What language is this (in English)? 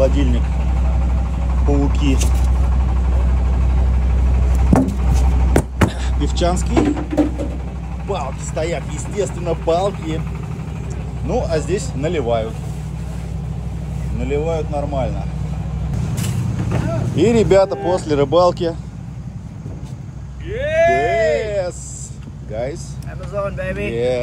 Russian